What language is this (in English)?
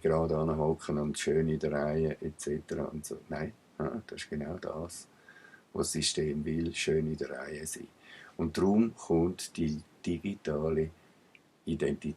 Swiss German